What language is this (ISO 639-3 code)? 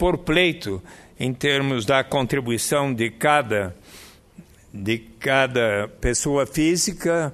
por